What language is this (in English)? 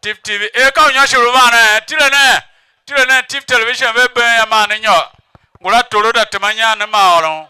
Tiv